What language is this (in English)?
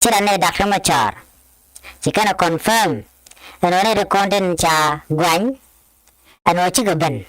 Nuer